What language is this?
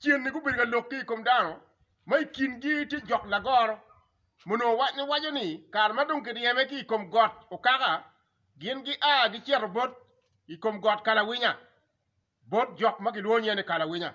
Acoli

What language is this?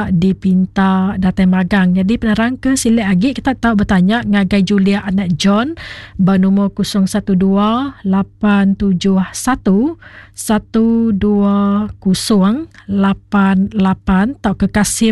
Iban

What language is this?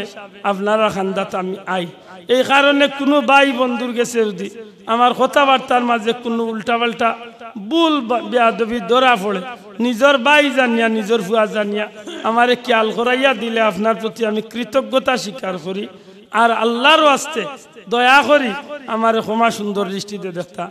Sylheti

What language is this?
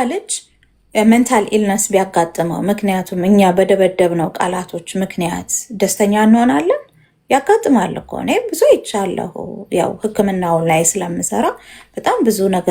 Amharic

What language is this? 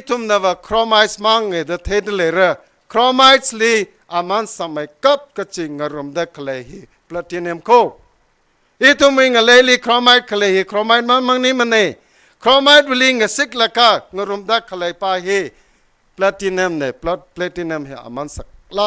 Tangkhul Naga (India)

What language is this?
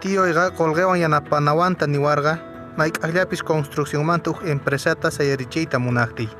Quechua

